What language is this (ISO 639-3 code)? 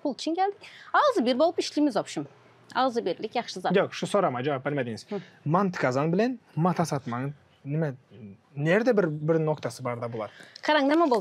tuk